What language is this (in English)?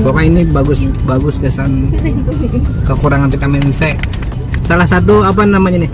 Banjar